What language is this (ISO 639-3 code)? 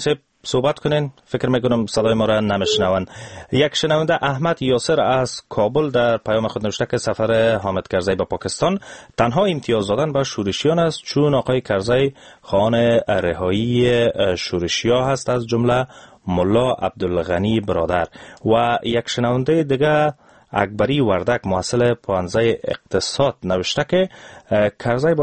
fas